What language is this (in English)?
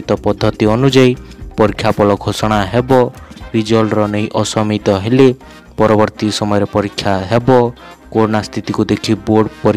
Odia